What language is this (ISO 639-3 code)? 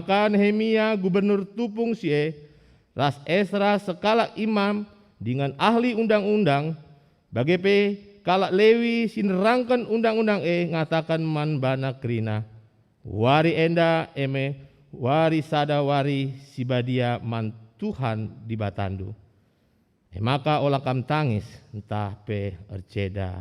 btx